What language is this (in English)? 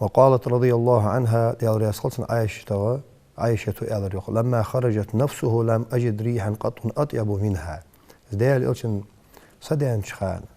Ingush